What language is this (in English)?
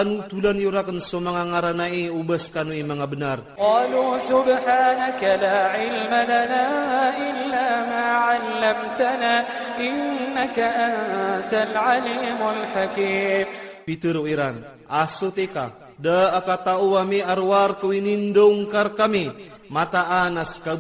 Iranun (Philippines)